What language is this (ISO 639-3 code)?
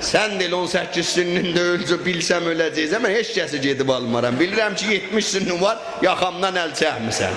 azb